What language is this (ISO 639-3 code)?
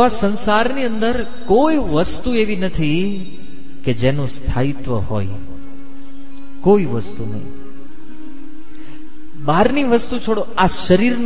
guj